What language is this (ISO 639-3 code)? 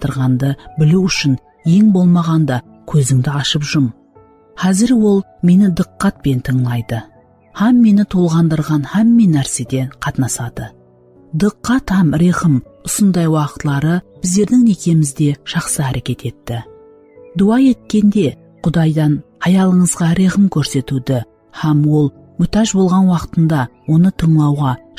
kaa